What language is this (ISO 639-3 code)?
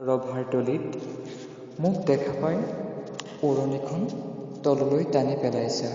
asm